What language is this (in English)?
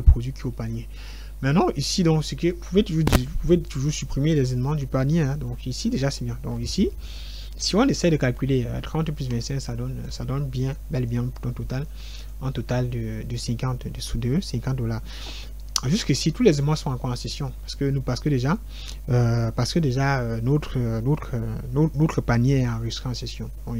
French